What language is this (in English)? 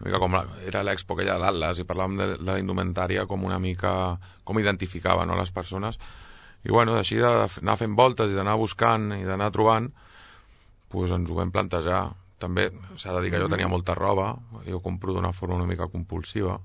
Catalan